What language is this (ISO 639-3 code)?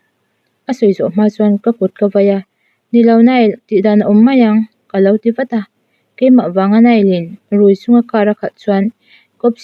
lus